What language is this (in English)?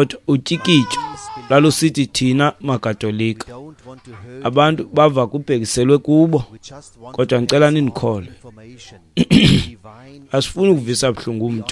Xhosa